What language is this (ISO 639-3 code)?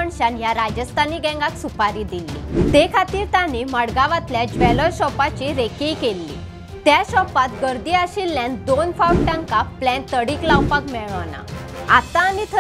kok